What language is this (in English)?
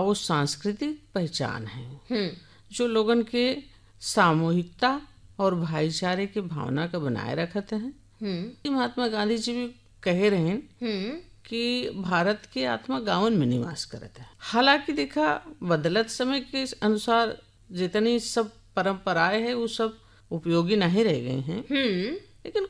Bhojpuri